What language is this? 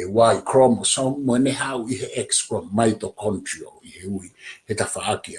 Tongan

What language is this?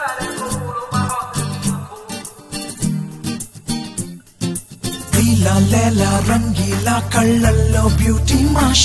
Telugu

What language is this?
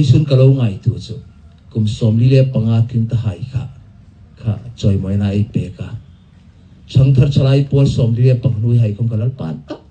Hmar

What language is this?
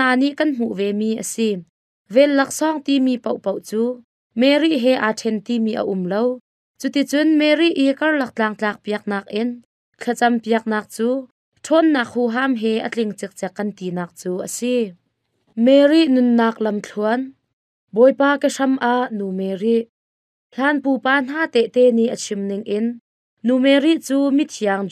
Hakha Chin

